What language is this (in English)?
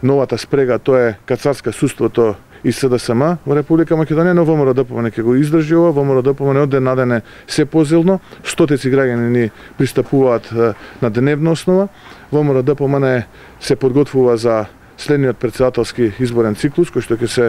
Macedonian